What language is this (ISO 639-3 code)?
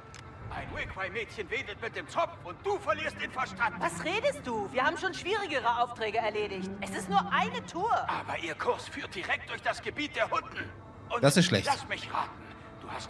deu